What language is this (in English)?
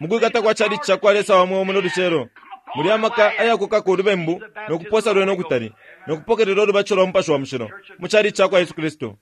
Bemba